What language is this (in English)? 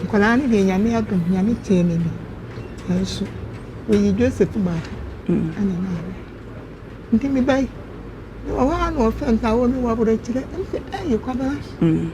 Akan